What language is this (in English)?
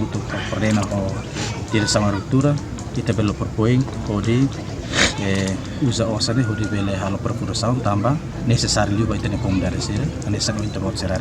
Tetum